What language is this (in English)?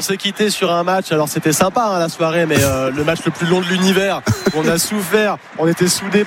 French